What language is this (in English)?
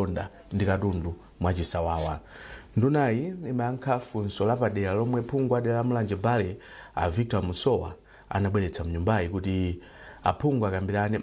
Nyanja